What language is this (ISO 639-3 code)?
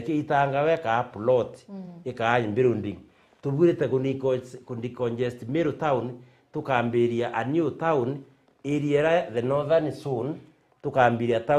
mer